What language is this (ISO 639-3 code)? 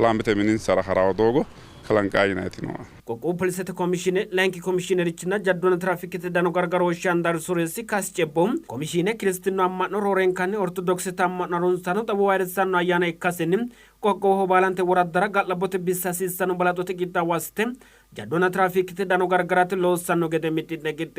sid